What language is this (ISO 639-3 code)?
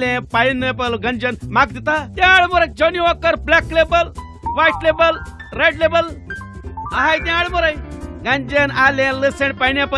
kok